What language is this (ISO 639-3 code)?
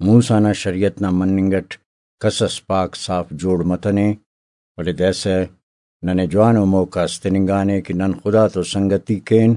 brh